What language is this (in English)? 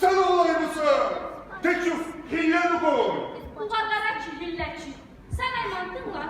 Kumyk